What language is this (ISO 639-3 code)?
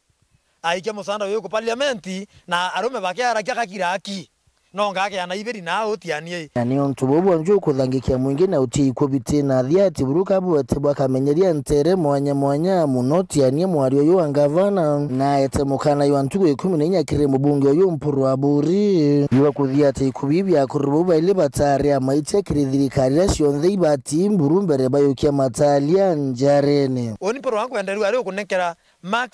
mer